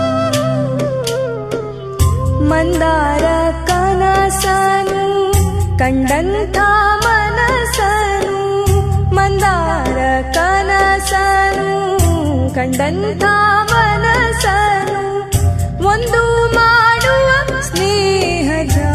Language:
Kannada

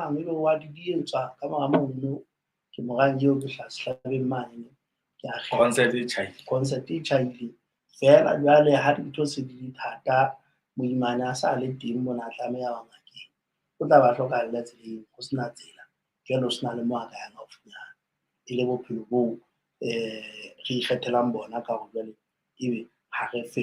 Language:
Southern Sotho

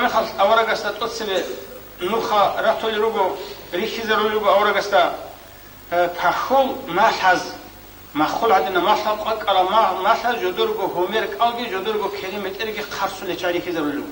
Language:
Avaric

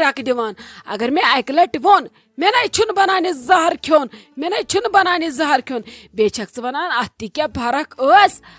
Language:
Kashmiri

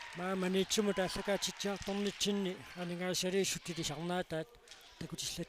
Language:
Kalaallisut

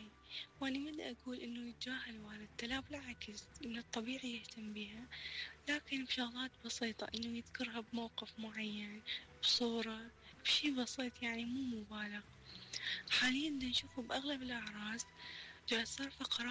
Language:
Mesopotamian Arabic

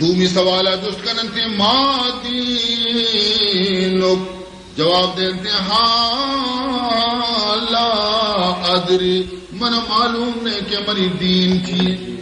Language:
Baluchi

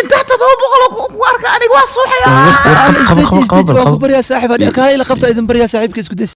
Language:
Somali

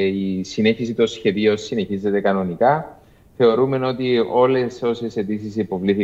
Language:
Greek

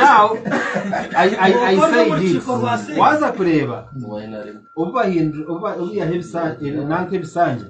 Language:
Nyankole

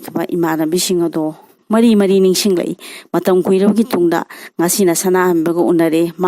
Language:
Manipuri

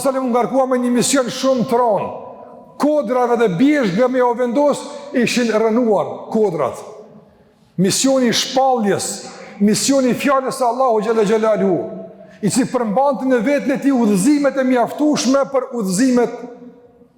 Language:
Albanian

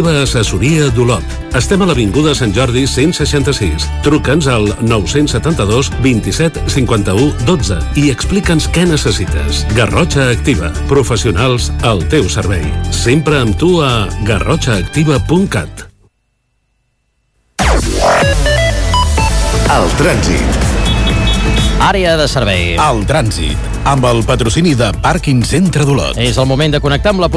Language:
Catalan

